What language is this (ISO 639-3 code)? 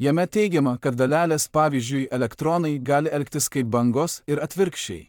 lit